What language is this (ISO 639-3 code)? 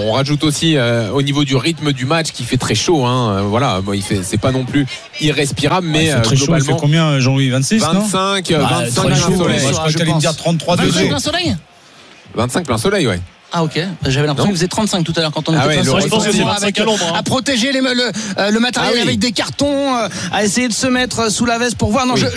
fra